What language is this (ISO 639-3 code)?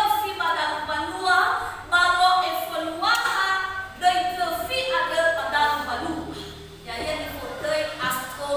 nia